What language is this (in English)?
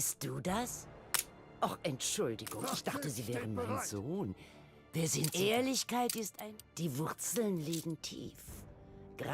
Bavarian